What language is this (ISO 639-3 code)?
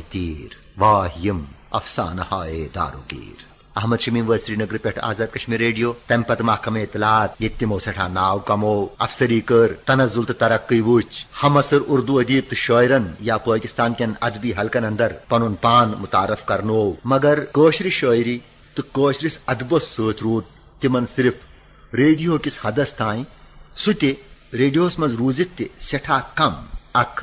kas